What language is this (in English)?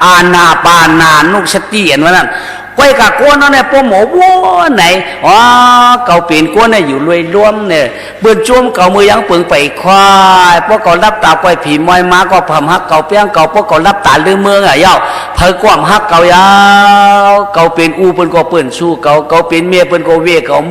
Shan